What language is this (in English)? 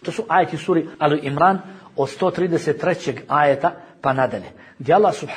Bosnian